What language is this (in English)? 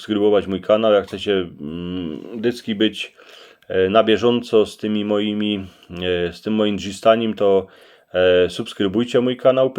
Silesian